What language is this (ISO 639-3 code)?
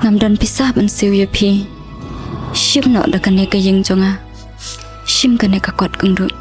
kha